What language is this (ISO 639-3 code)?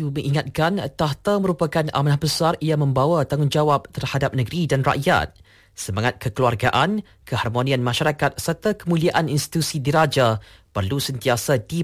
msa